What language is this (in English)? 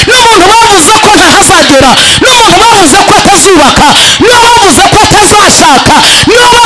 Kinyarwanda